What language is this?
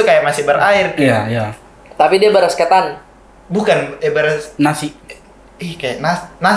Makassar Malay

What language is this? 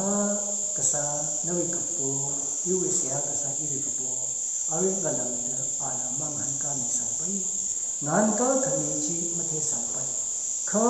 Tangkhul Naga (India)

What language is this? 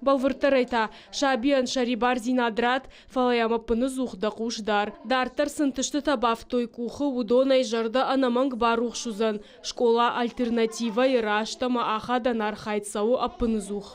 Ossetic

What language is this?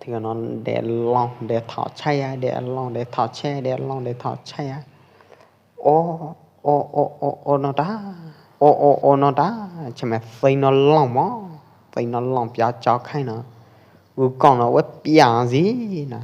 Pwo Eastern Karen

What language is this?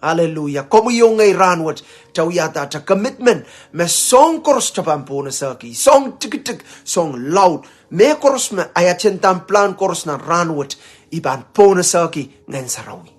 Pohnpeian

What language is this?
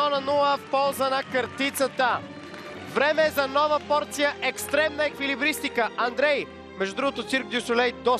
Bulgarian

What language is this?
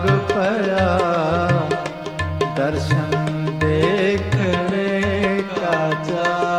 Punjabi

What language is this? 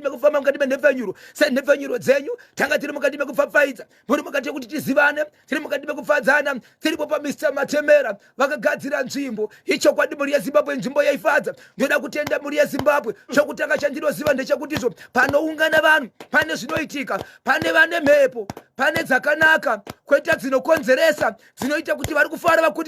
Shona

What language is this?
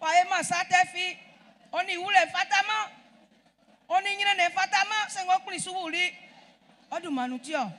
Baoulé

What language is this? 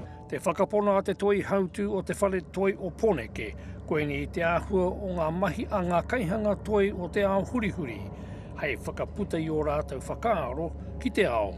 Māori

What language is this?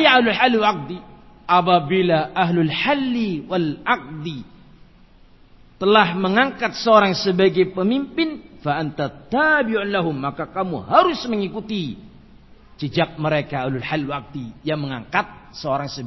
Indonesian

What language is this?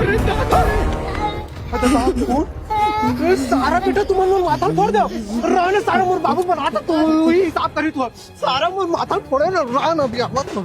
Chhattisgarhi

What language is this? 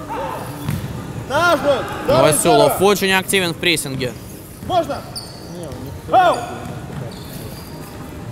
Russian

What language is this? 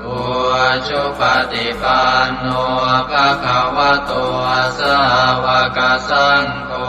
Pali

